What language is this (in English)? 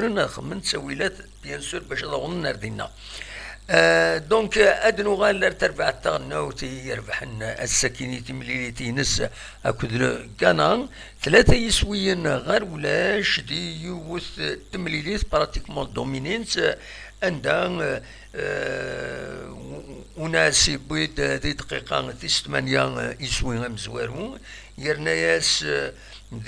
Kabyle